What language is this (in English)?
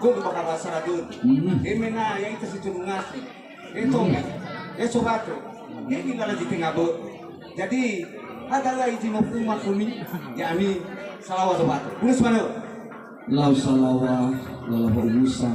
Nias